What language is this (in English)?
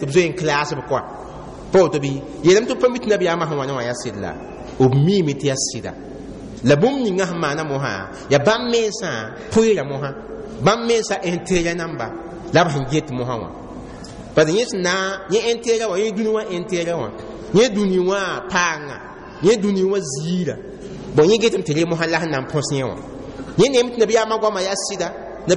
Mossi